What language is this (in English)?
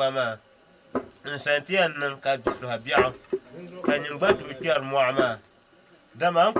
Dagbani